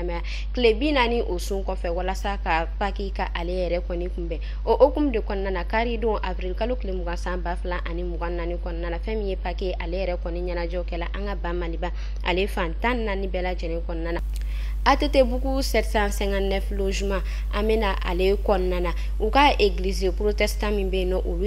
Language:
Bambara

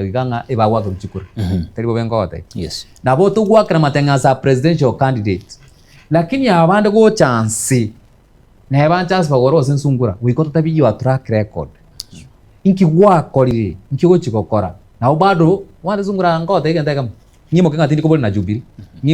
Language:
Gusii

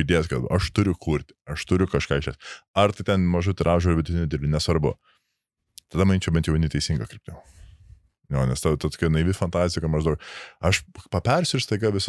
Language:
Lithuanian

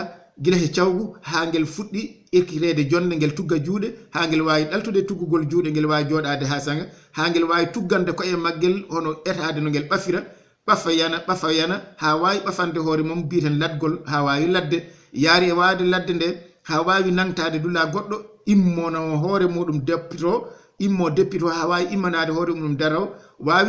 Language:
Fula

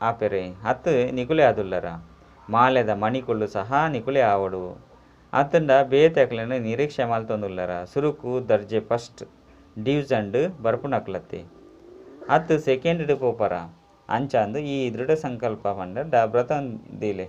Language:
Tulu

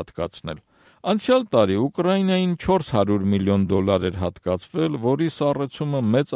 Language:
Armenian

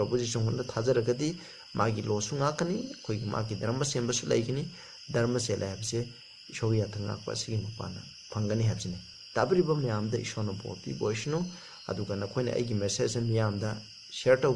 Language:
Manipuri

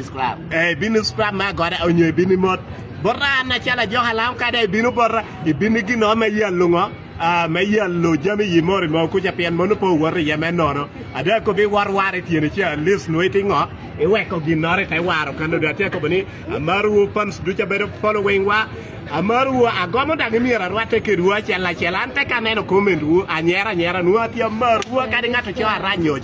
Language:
Acoli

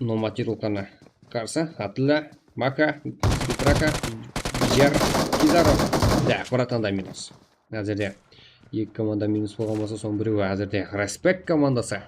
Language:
Kara-Kalpak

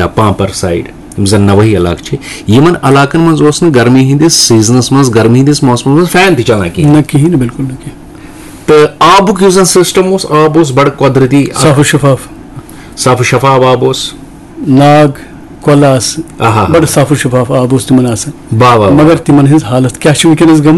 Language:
Kashmiri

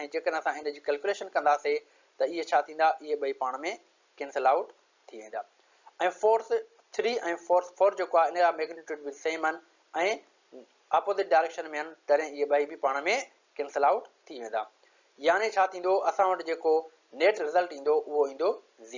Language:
Sindhi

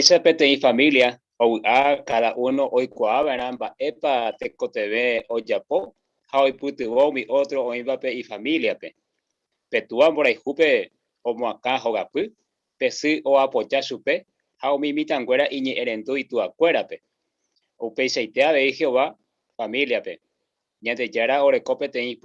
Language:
Guarani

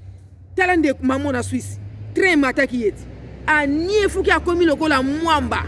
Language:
Lingala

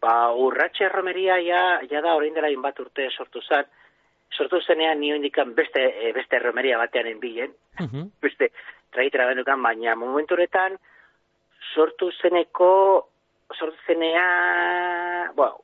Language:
Basque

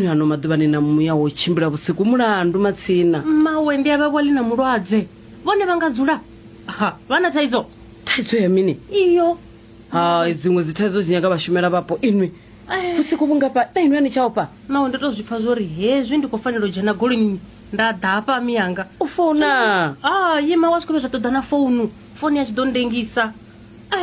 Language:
Venda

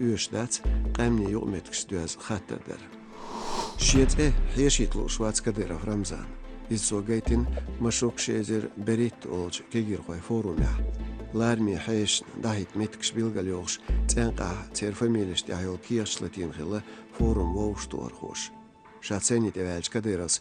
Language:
Chechen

